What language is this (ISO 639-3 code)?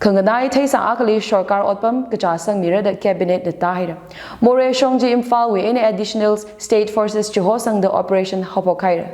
nmf